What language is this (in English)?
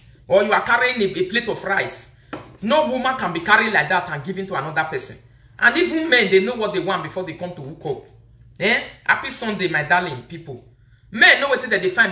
Nigerian Pidgin